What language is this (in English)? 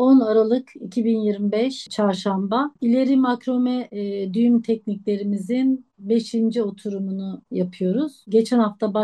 Turkish